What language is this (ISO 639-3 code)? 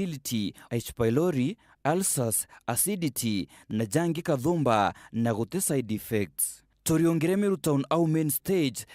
mer